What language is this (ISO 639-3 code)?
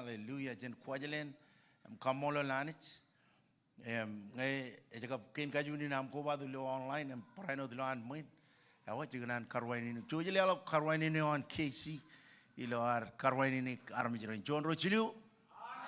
mah